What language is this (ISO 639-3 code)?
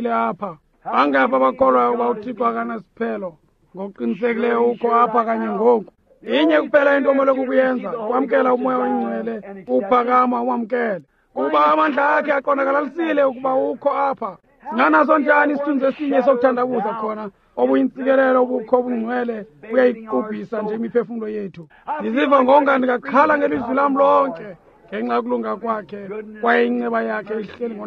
xho